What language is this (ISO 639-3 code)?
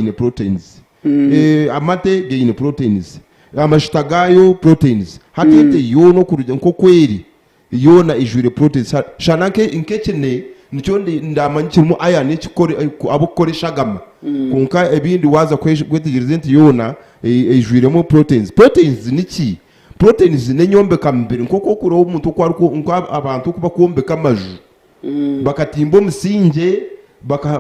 nyn